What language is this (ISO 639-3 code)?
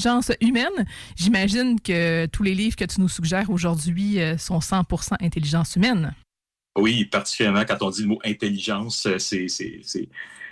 fra